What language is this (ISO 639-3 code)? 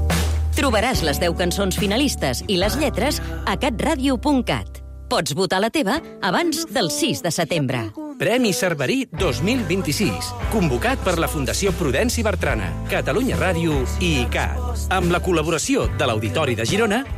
cat